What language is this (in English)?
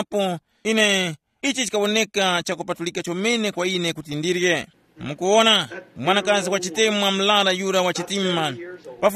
Tumbuka